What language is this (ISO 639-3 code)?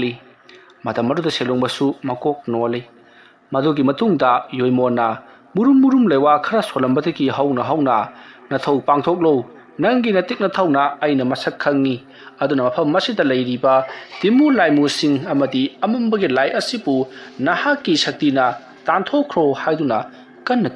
mni